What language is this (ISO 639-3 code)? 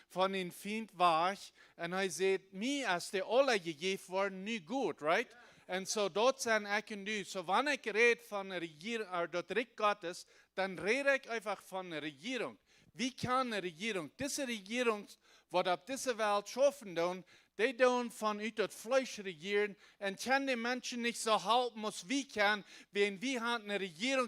pdt